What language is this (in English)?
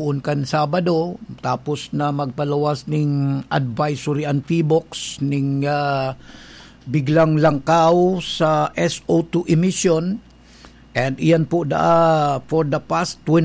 Bikol